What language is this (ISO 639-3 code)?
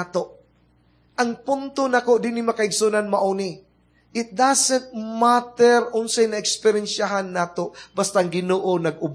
ceb